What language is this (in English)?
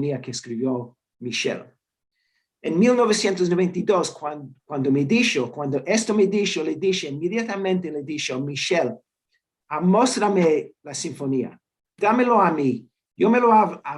Ladino